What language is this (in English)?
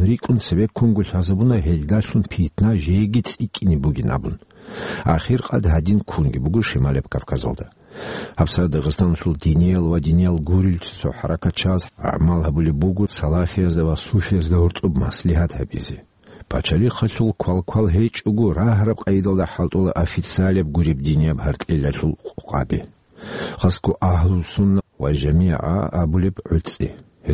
Avaric